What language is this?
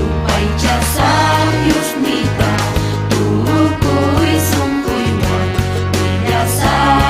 Ayacucho Quechua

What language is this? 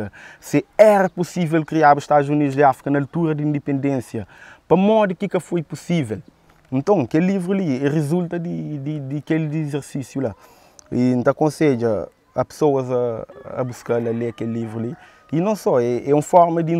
Kabuverdianu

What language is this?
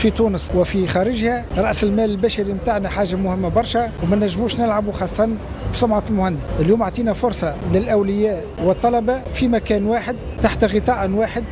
Tunisian Arabic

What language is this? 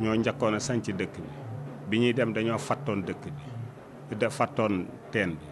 Wolof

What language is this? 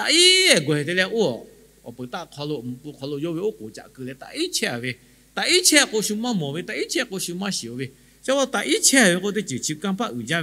Lahu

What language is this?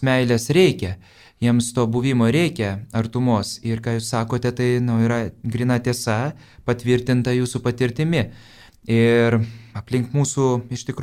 Lithuanian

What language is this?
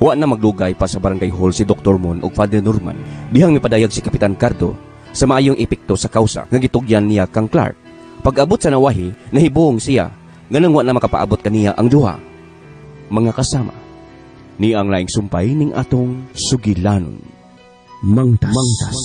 Cebuano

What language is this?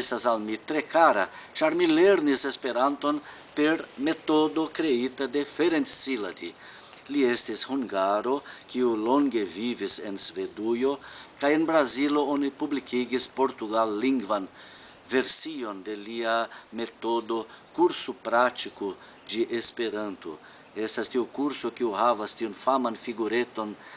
Esperanto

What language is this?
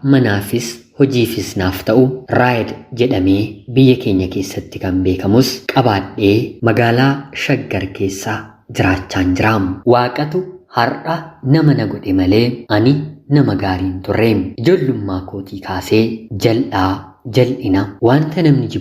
Oromo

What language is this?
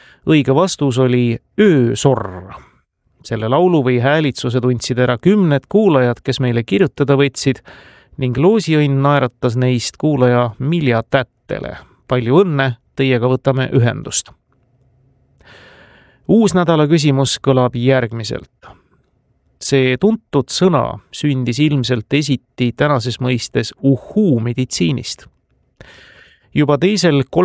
Estonian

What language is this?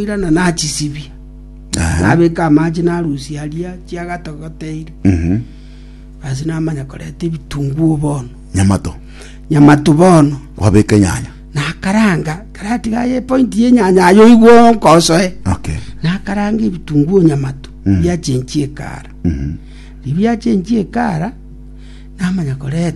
Gusii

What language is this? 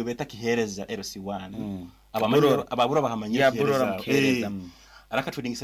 Nyoro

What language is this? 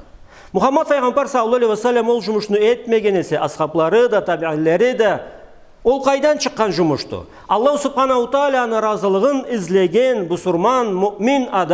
Karachay-Balkar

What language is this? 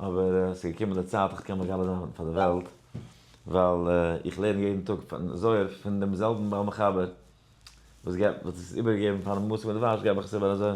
Yiddish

